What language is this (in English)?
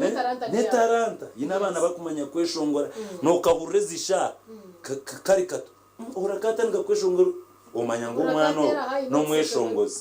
Nyankole